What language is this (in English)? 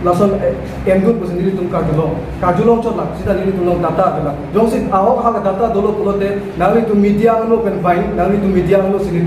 Karbi